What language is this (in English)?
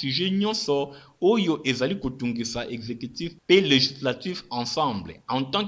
Lingala